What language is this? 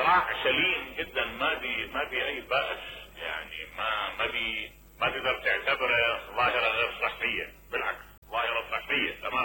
Mesopotamian Arabic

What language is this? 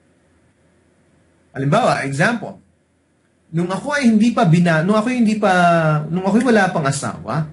Filipino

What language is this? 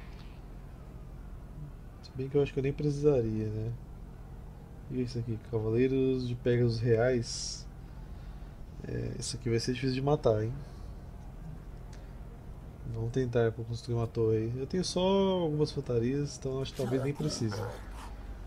Portuguese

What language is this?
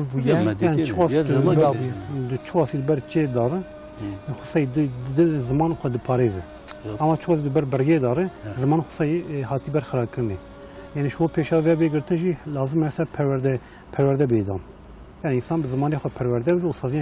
Kurdish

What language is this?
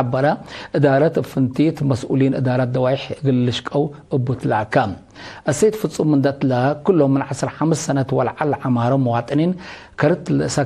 Tigre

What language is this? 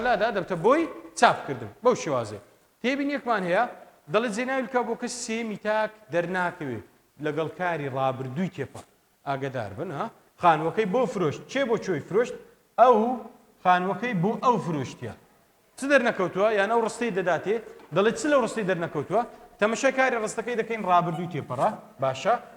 Central Kurdish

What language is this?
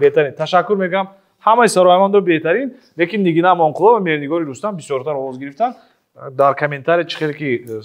Tajik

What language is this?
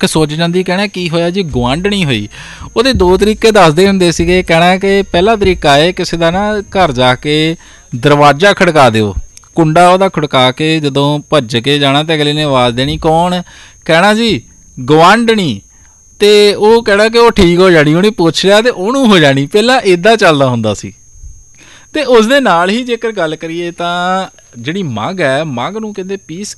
Punjabi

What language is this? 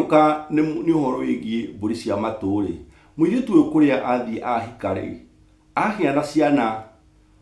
Kikuyu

